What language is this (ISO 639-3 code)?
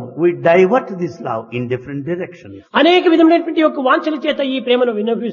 tel